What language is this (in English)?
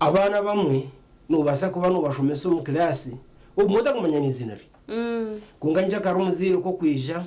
Nyankole